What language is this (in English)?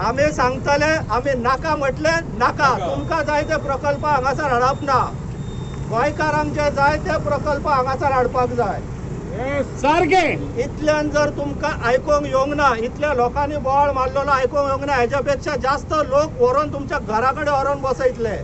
Konkani